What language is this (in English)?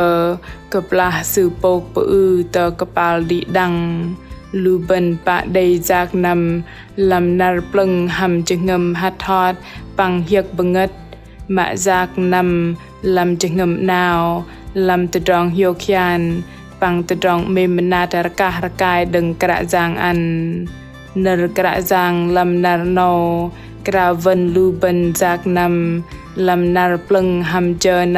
Bahnar